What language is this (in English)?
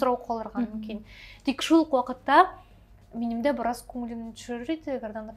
Tatar